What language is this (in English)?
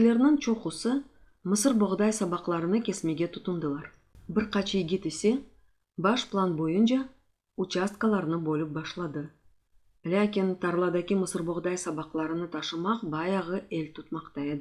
Crimean Tatar